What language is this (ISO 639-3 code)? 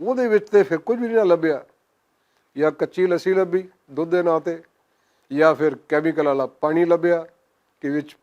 lah